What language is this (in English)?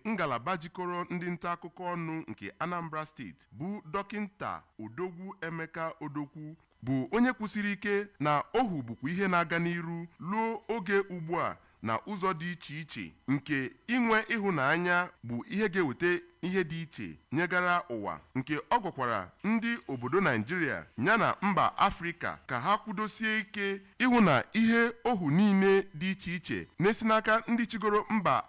Igbo